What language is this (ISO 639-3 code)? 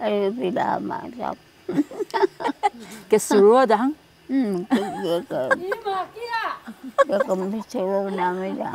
trv